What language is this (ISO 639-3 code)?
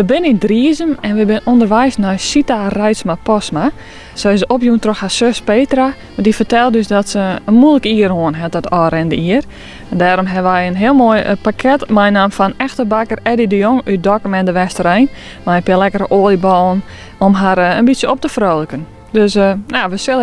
fry